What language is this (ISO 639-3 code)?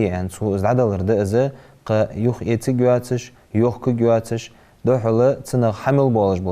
inh